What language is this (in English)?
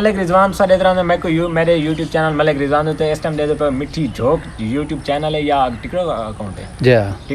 Saraiki